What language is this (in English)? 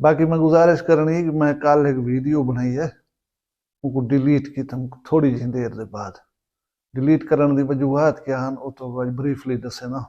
Saraiki